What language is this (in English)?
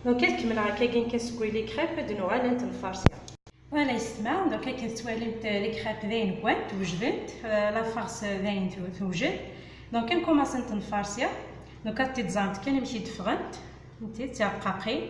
Kabyle